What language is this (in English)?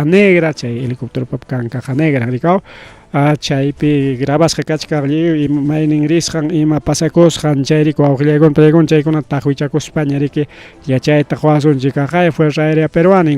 Ayacucho Quechua